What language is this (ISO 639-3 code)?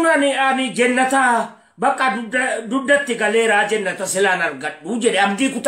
orm